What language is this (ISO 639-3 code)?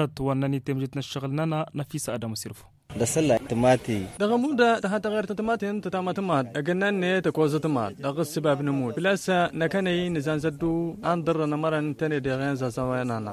taq